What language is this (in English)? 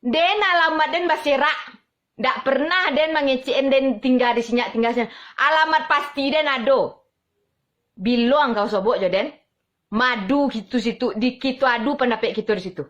Minangkabau